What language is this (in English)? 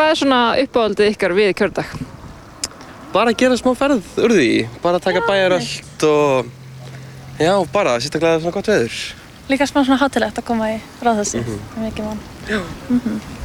Icelandic